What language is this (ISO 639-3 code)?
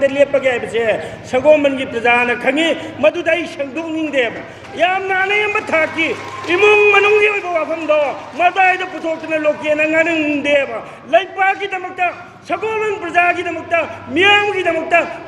vap